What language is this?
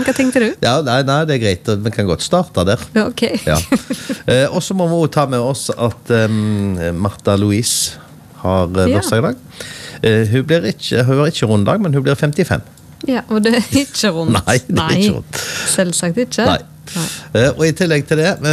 Norwegian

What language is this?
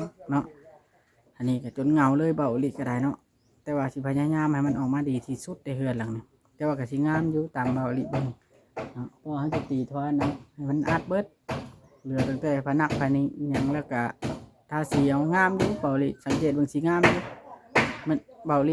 Lao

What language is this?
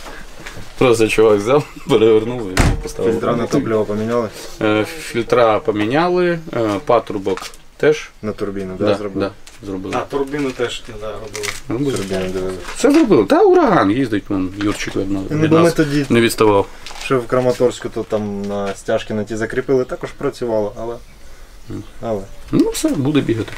Ukrainian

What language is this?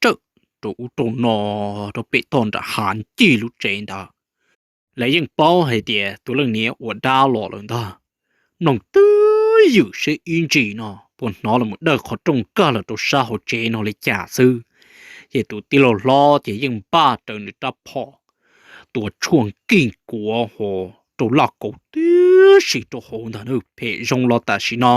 Hmong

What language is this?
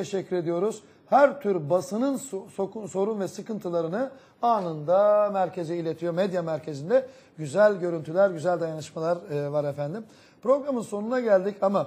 Turkish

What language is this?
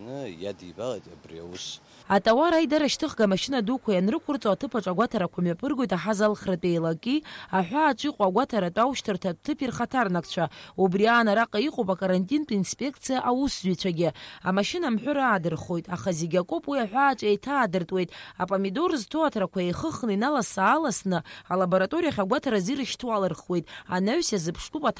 Abkhazian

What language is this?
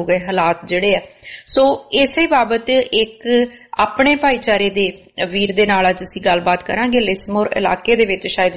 Punjabi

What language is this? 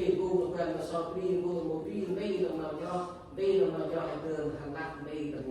Central Mnong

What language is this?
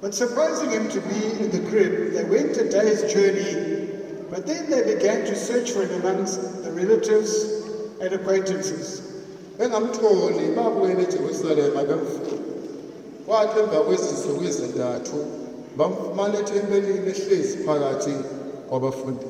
Zulu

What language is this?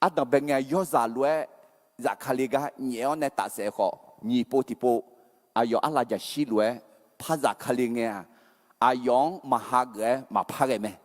Akha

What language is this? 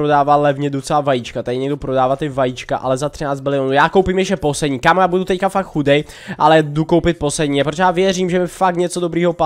Czech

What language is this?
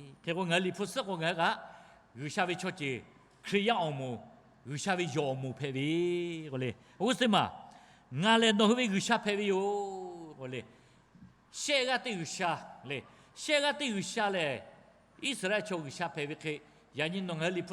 Lahu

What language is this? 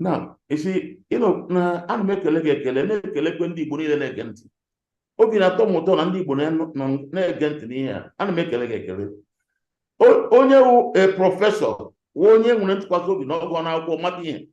Igbo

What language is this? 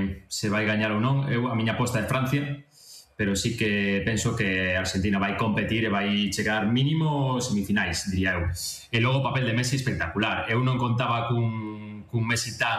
Galician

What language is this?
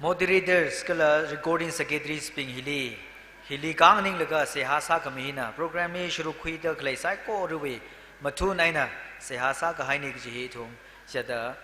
Tangkhul Naga (India)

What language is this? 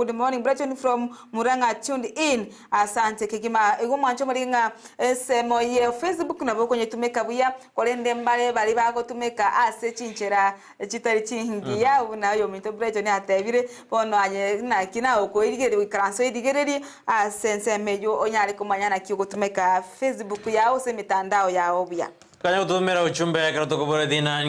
Gusii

